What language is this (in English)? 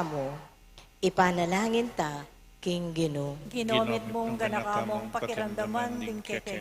Pampanga